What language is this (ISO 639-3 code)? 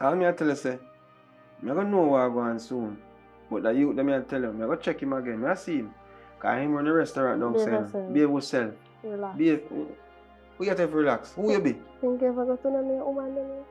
jam